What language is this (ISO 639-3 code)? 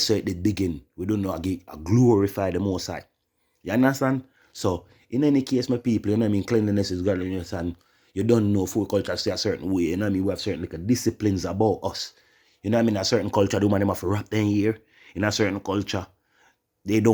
jam